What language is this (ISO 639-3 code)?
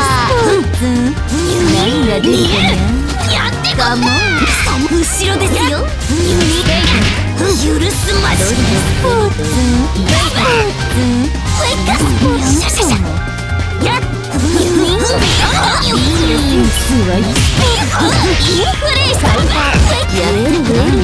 jpn